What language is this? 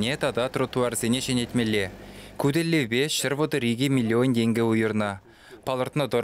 Chuvash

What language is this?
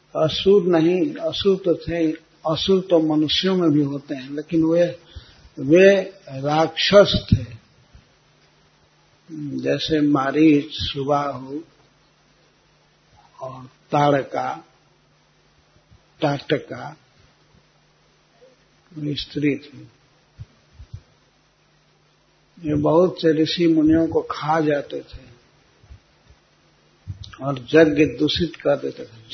Hindi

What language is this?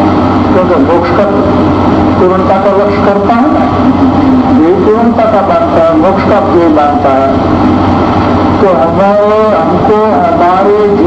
Hindi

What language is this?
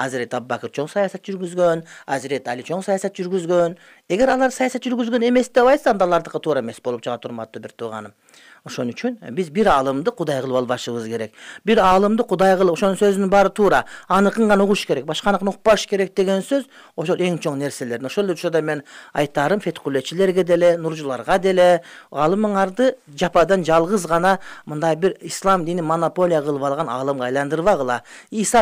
Kyrgyz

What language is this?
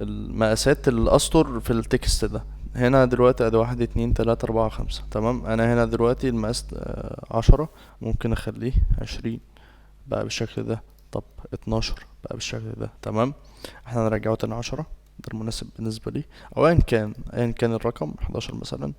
Egyptian Arabic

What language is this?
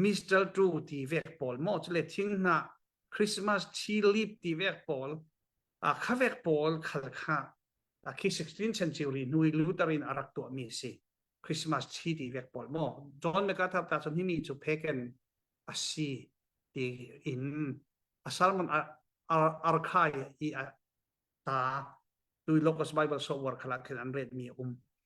Falam Chin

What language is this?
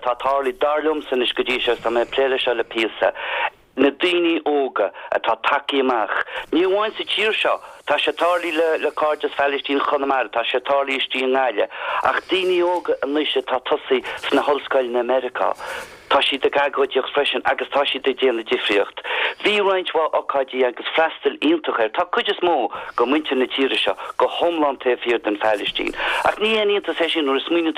Irish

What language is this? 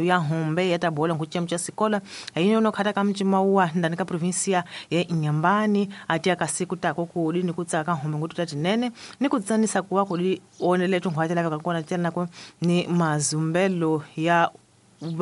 Tsonga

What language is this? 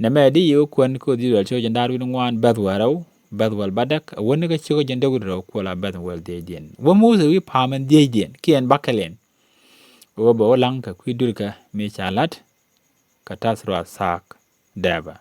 Nuer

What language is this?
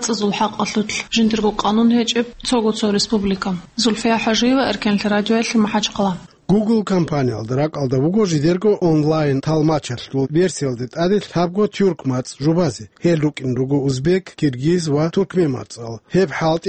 Avaric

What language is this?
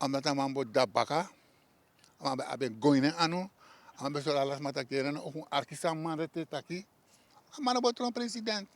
Sranan Tongo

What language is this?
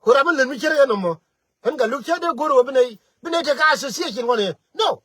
Nuer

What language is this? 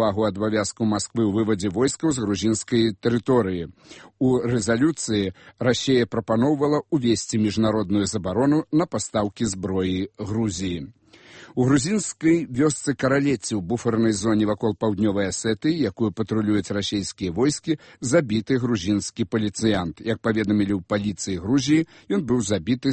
Belarusian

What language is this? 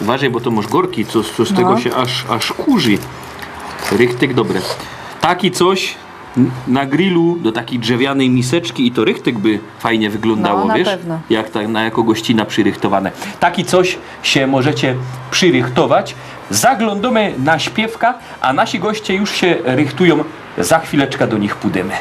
Silesian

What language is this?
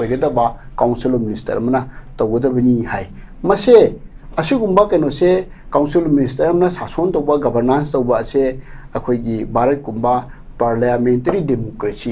Manipuri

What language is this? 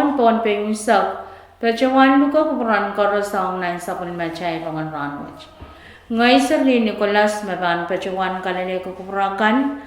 Pohnpeian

